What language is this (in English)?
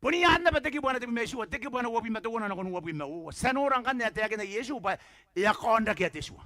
Gilbertese